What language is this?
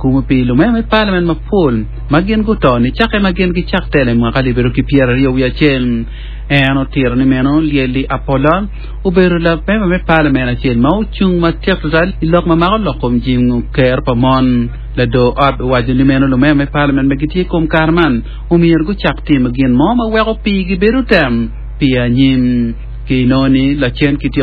Acoli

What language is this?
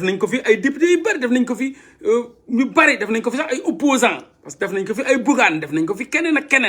Wolof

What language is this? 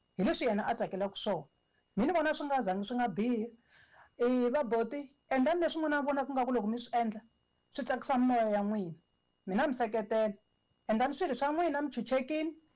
Tsonga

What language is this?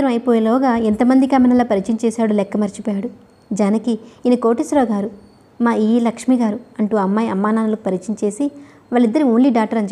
Telugu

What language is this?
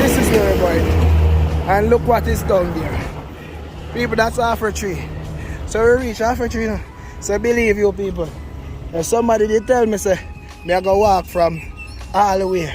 Jamaican Creole English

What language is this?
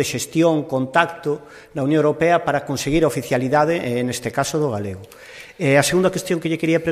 Galician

